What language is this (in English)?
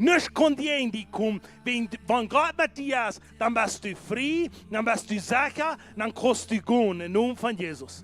Plautdietsch